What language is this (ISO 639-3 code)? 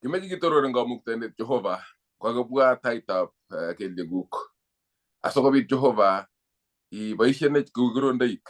kln